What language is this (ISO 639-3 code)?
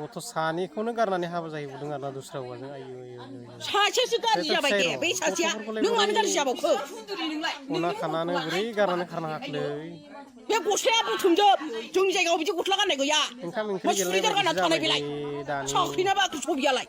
brx